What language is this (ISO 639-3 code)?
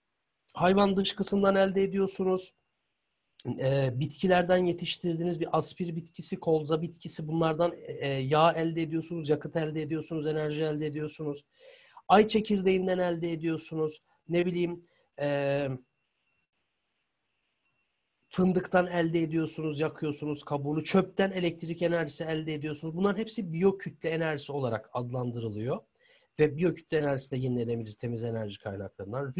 tur